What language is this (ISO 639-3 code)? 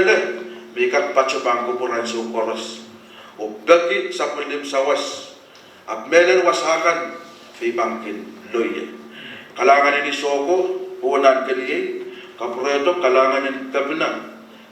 pon